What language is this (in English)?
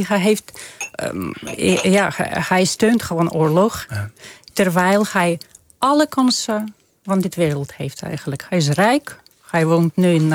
Dutch